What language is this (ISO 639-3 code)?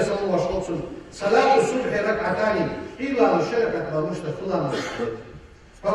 inh